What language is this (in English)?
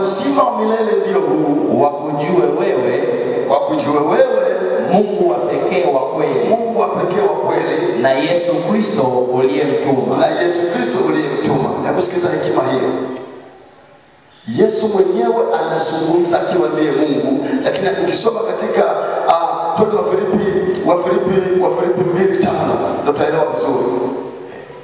Swahili